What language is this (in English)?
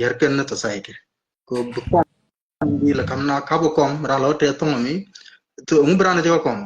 Nuer